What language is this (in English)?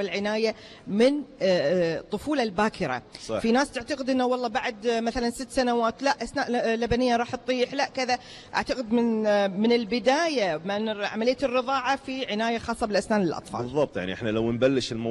Gulf Arabic